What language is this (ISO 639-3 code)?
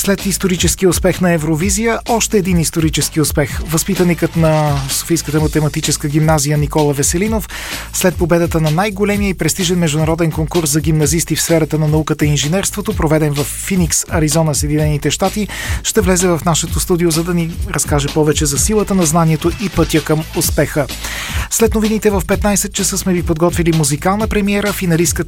bul